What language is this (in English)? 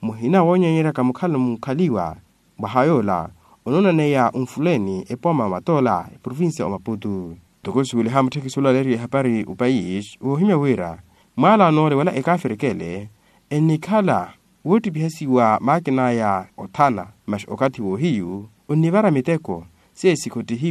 Makhuwa